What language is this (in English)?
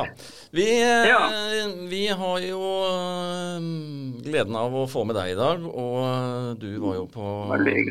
Norwegian